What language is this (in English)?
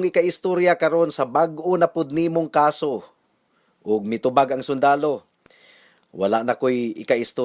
Cebuano